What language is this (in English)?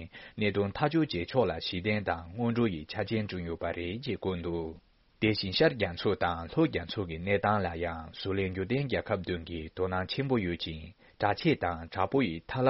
Tibetan